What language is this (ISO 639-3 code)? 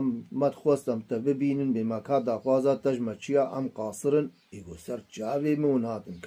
kur